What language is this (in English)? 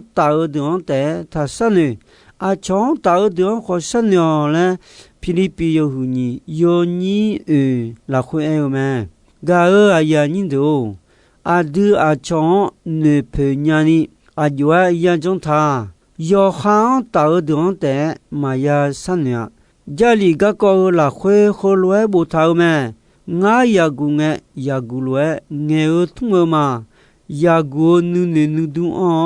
Akha